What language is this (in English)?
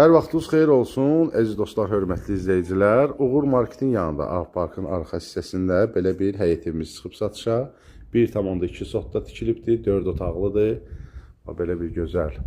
Azerbaijani